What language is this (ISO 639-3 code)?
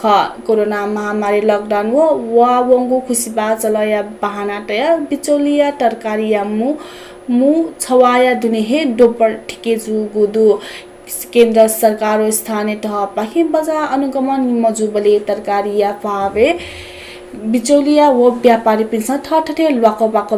new